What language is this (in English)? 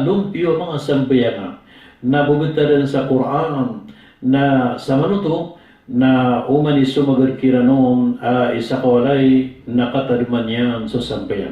Maranao